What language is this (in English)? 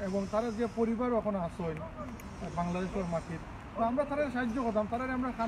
Sylheti